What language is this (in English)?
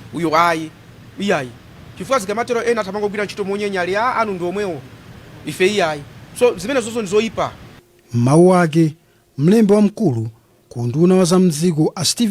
Nyanja